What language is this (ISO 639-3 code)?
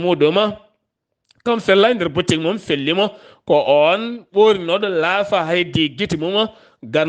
ful